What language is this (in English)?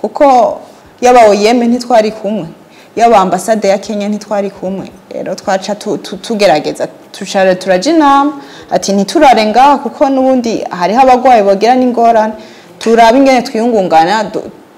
Rundi